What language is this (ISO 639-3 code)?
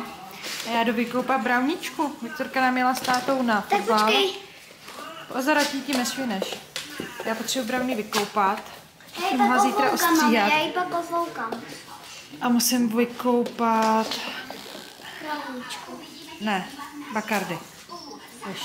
ces